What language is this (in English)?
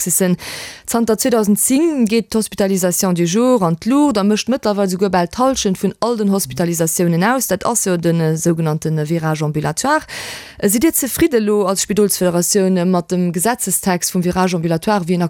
Luxembourgish